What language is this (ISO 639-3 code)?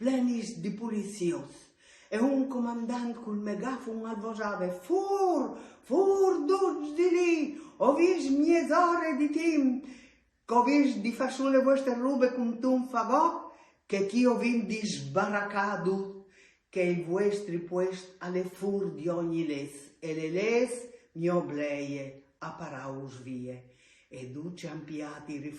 fur